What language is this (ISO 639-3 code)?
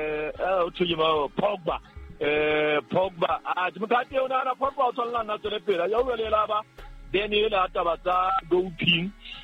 sot